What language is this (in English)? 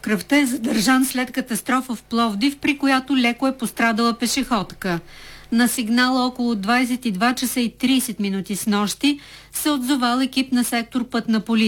Bulgarian